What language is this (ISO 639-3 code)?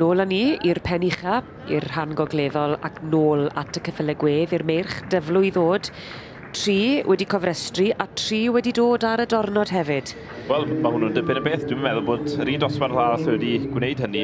cym